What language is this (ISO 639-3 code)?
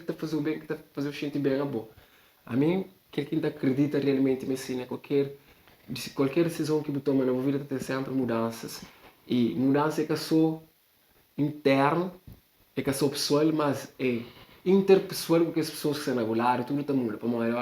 kea